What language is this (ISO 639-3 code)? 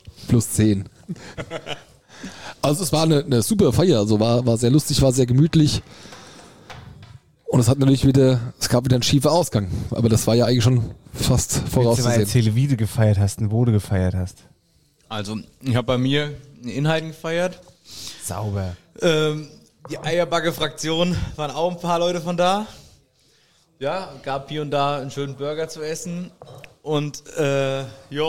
deu